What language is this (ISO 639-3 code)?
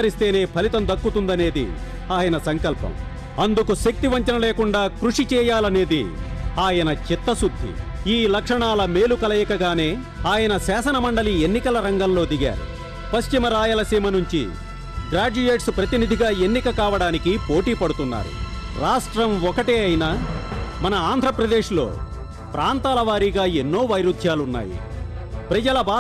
tel